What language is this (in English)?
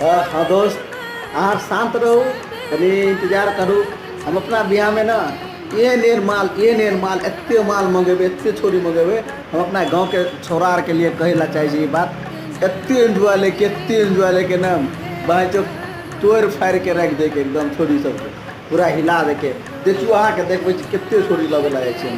Maithili